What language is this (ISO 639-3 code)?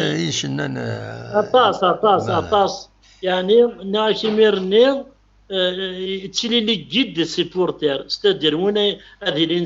kab